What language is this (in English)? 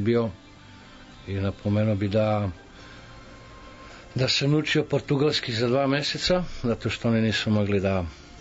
Serbian